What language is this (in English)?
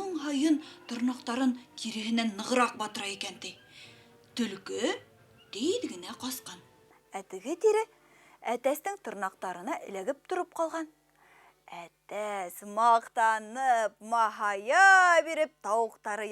Bashkir